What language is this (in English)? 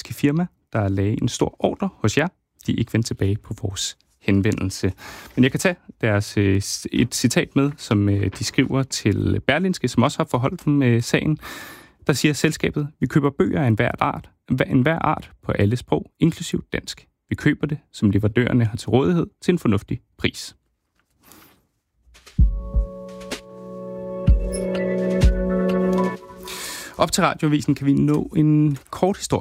Danish